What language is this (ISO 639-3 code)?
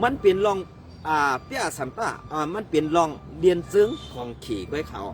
shn